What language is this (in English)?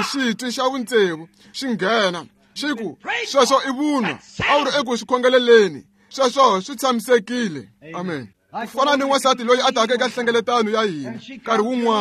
Tsonga